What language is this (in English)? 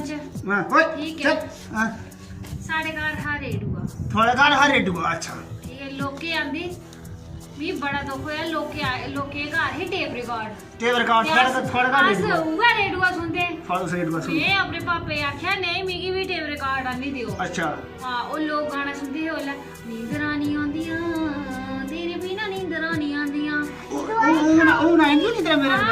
Dogri